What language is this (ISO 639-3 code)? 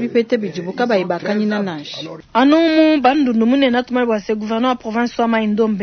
lua